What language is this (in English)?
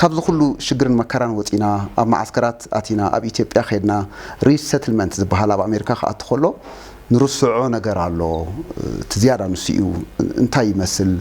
Tigrinya